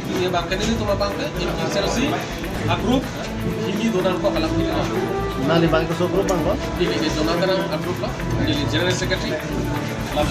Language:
Karbi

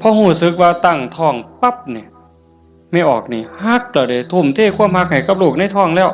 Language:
Northeastern Thai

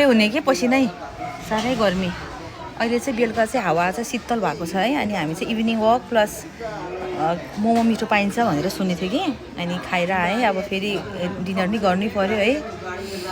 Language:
Nepali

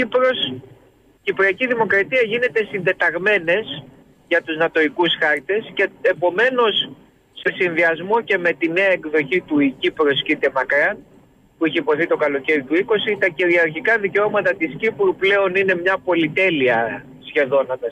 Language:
Greek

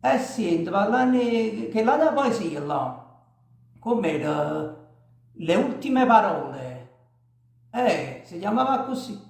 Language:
Neapolitan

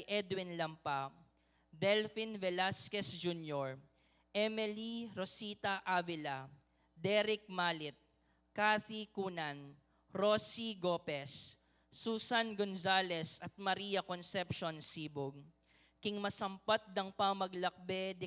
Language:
Pampanga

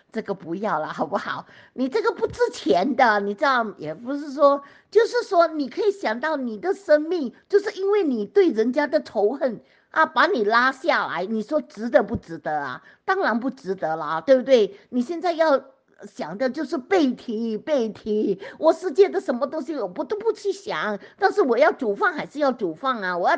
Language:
Chinese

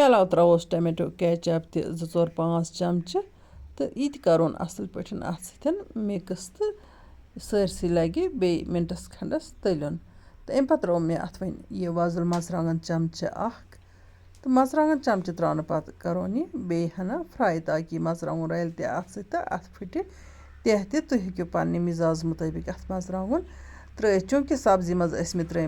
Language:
Kashmiri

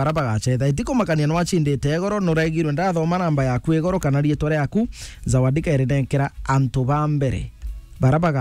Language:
Meru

